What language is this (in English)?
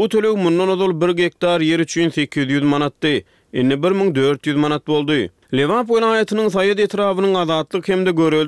Turkmen